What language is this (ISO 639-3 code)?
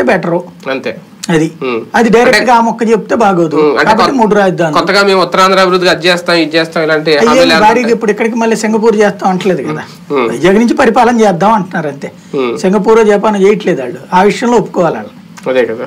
tel